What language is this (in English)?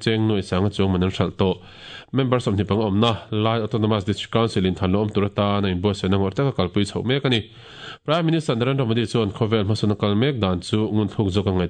Mizo